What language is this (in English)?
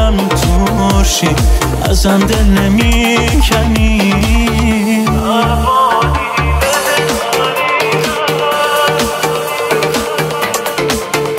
Persian